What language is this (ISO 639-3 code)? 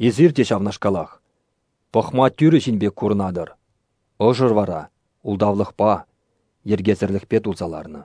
chv